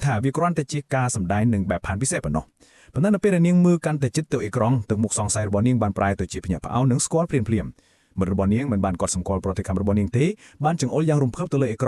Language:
Khmer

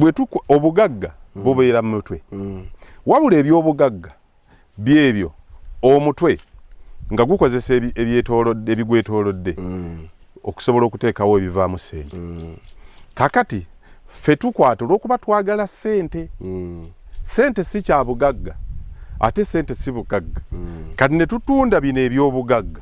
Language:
Ganda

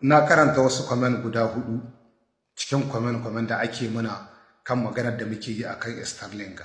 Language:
Hausa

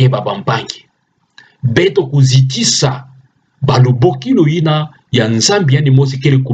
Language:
Kituba (Democratic Republic of Congo)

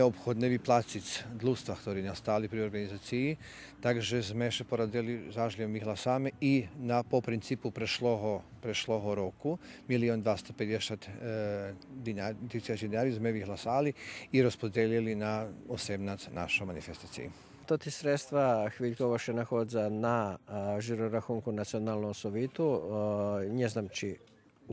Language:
Rusyn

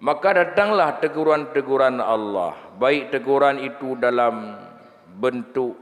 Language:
Achinese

